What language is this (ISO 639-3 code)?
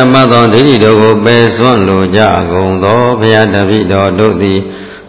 mya